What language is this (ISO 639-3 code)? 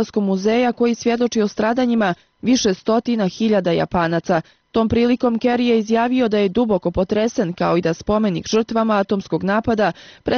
bos